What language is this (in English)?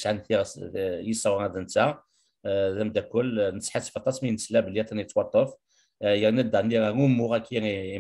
Kabyle